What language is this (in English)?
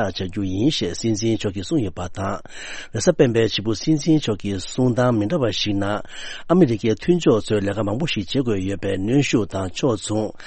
Tibetan